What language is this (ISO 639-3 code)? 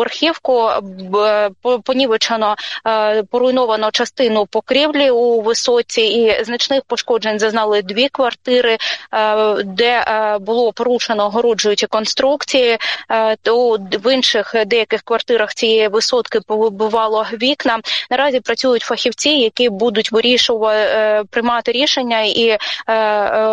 ukr